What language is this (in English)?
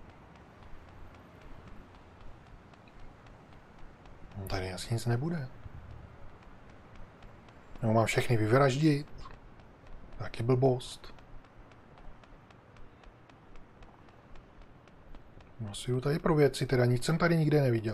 Czech